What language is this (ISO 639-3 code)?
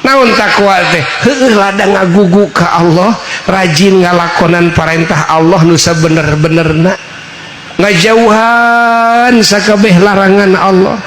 sun